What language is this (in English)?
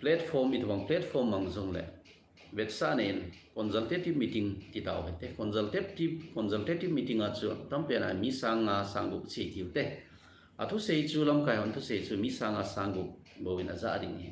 Thado Chin